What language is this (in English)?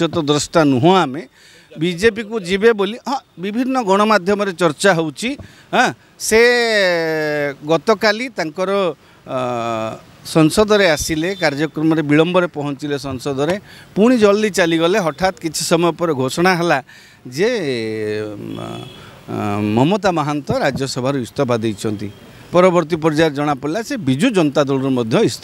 Odia